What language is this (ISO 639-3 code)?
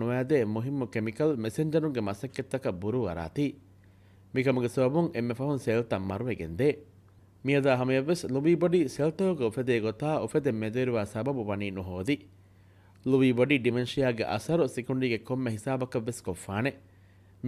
div